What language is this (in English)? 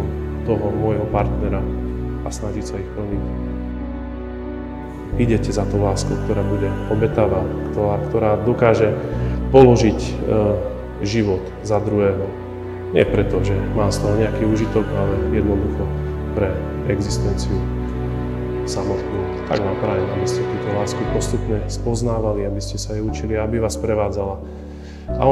Slovak